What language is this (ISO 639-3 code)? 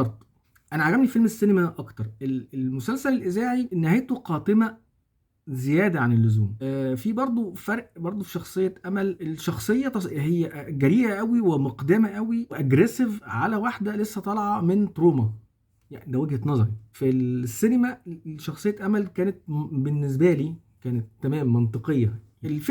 arz